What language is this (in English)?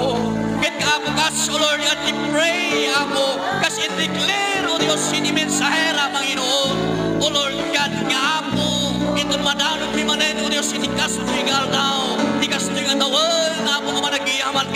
Iloko